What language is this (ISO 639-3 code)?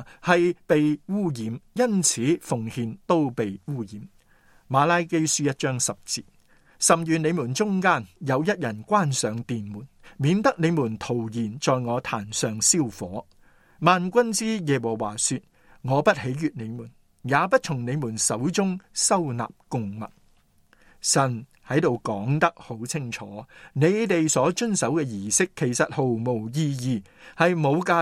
yue